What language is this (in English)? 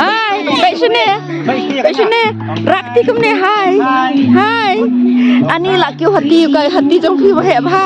Khasi